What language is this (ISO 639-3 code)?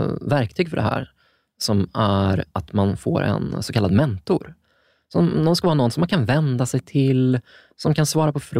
swe